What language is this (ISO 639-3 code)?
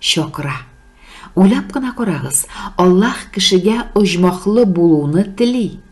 tat